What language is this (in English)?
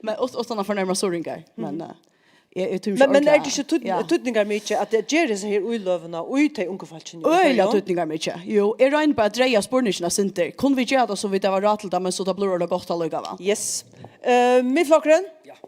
Faroese